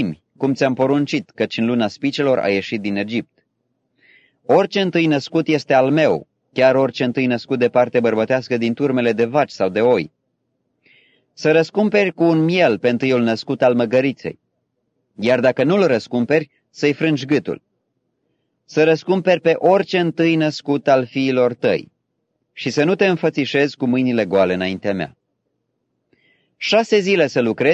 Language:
Romanian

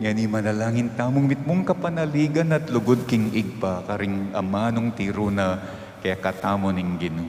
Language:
Pampanga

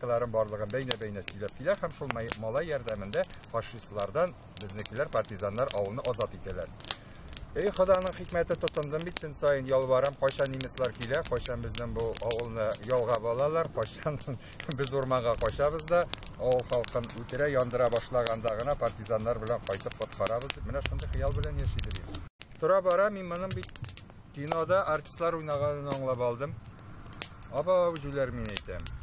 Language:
Tatar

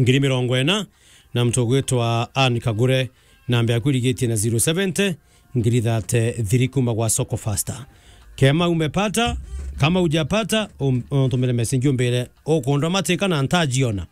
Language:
Meru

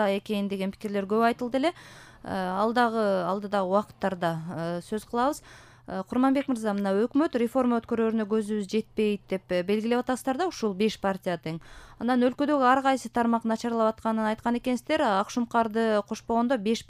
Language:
Kyrgyz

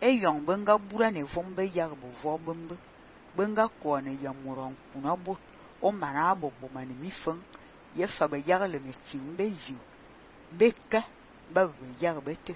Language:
Fang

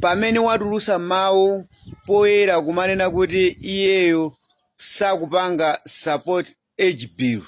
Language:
Nyanja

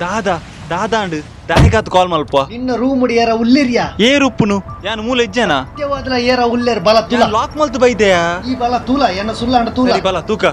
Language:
Tulu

